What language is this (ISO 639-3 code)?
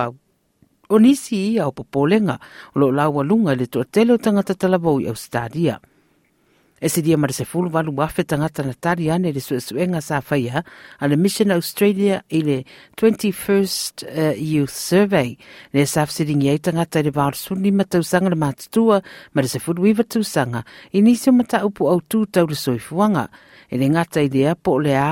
smo